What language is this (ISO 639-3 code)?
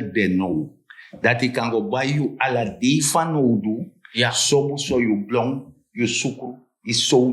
srn